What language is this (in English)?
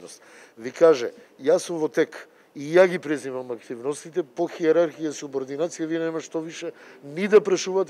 Macedonian